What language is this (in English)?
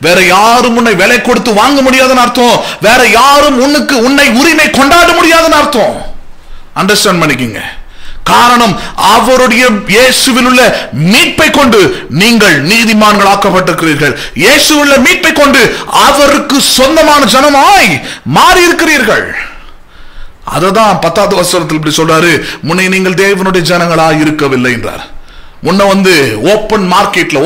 Tamil